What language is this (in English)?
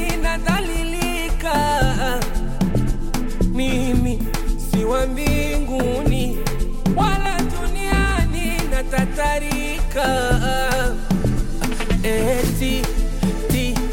Swahili